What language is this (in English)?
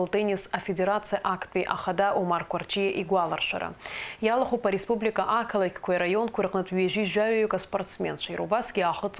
Abkhazian